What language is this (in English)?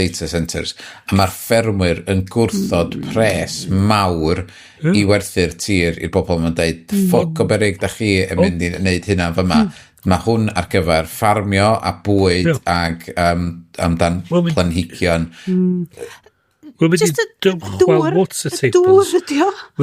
Welsh